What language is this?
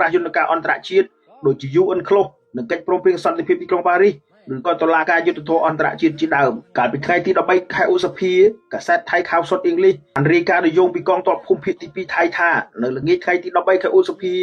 Khmer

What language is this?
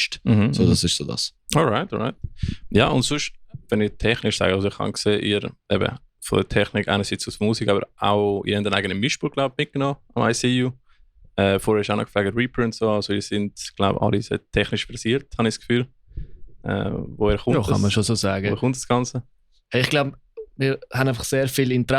Swiss German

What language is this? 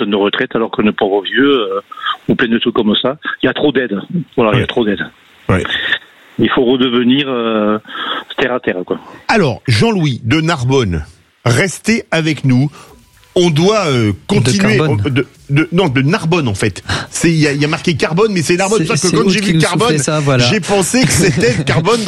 French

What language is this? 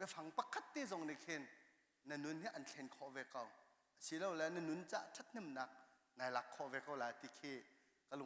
Hakha Chin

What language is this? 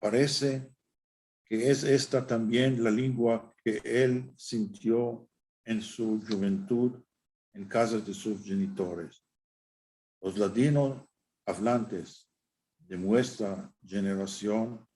Ladino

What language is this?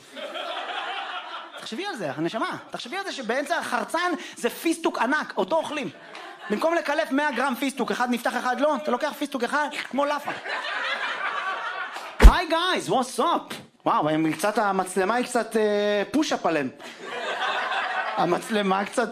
Hebrew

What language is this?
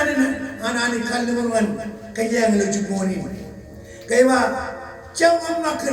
Marshallese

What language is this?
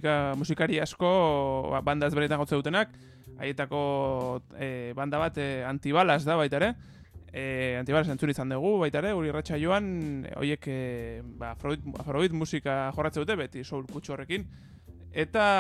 Basque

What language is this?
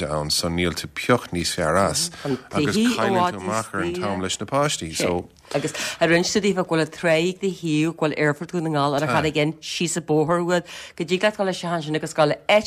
Irish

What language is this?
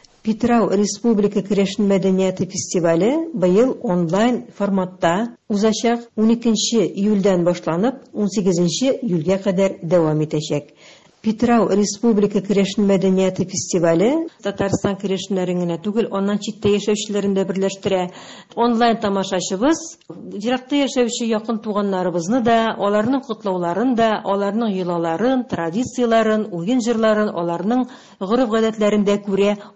Tatar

